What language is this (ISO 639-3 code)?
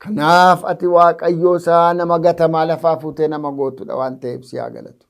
orm